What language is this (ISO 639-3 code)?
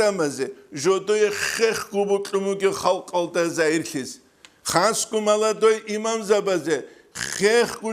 ava